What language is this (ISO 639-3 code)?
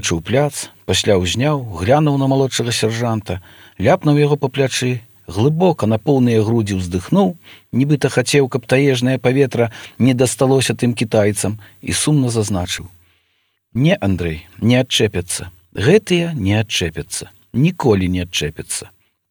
bel